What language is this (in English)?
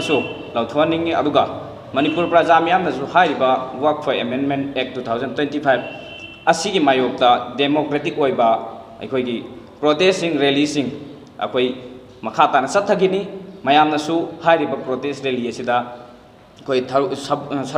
Manipuri